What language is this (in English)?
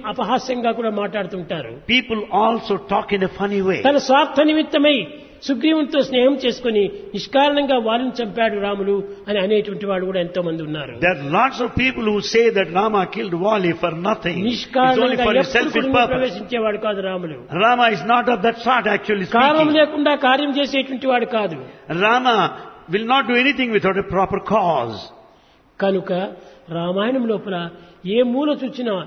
Telugu